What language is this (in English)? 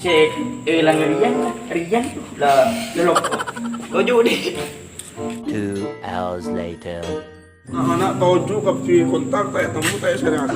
Madurese